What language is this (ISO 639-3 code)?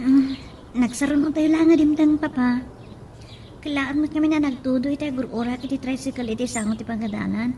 ilo